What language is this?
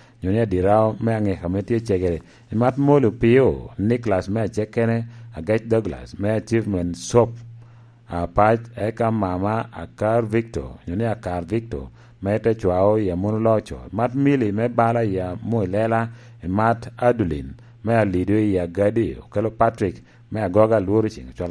Lango (Uganda)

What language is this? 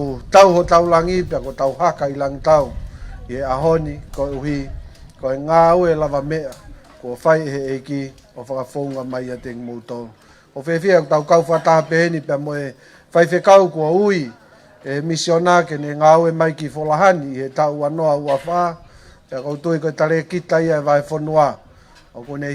Tongan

